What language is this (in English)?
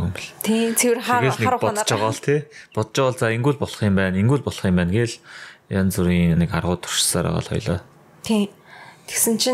Mongolian